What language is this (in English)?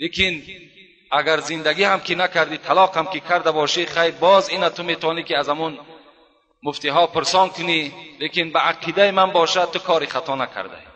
Tajik